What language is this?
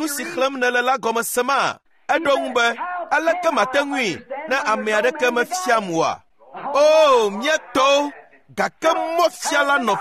Ewe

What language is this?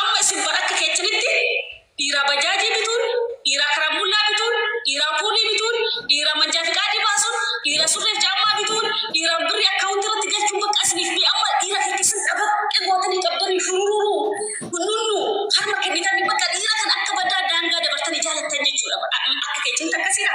Oromo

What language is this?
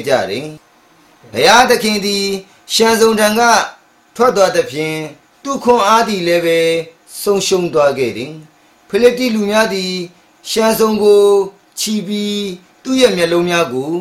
Burmese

